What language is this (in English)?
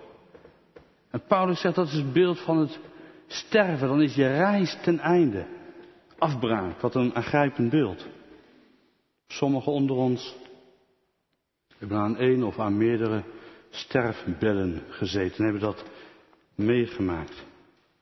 Dutch